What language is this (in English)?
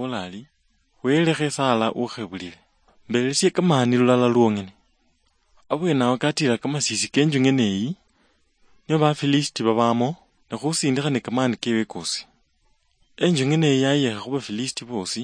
Luyia